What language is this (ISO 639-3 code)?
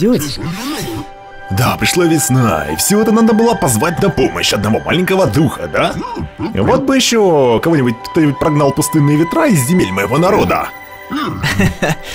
rus